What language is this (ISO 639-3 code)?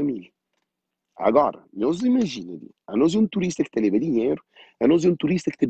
kea